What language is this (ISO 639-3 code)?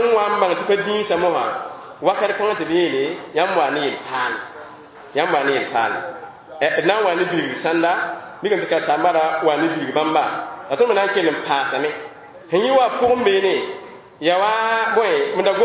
mos